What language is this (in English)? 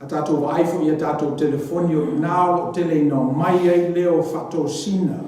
Samoan